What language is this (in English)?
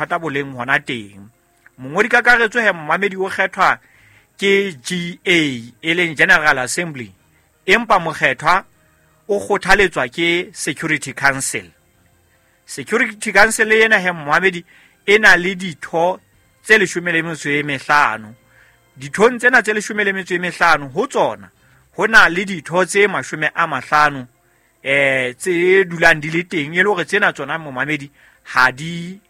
Southern Sotho